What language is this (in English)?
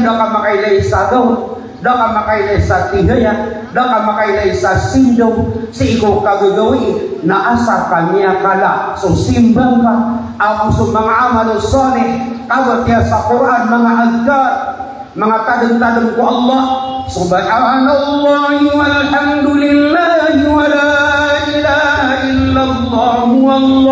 Maranao